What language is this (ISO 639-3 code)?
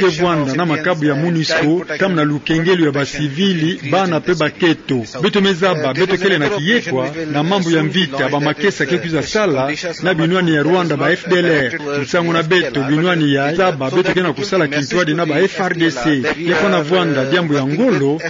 ktu